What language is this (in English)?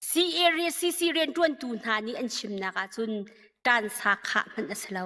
Hakha Chin